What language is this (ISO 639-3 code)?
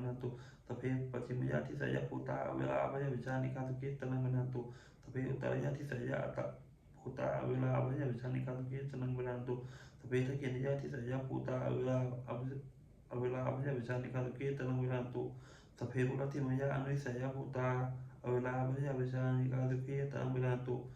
pli